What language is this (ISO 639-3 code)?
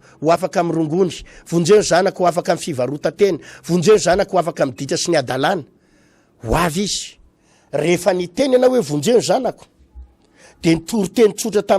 mlg